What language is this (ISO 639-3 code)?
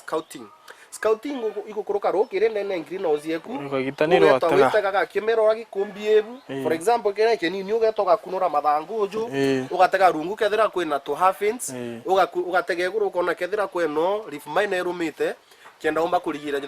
mer